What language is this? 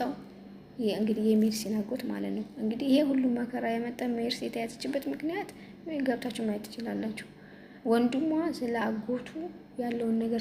Amharic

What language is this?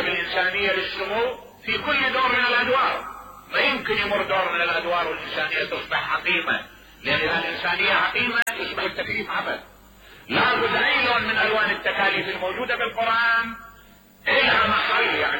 Mesopotamian Arabic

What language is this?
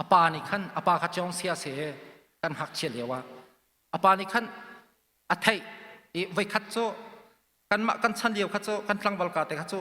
Hakha Chin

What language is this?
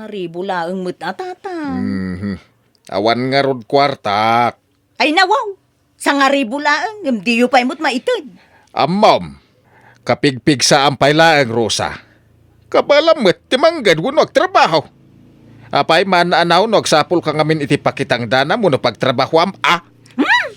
Iloko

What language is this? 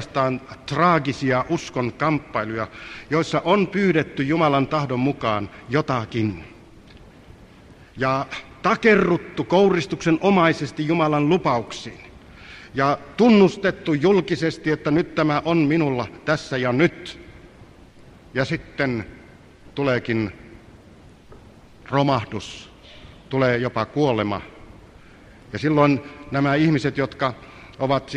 Finnish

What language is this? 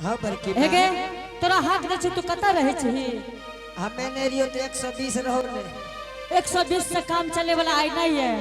Angika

